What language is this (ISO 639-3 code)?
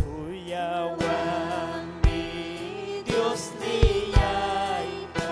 quy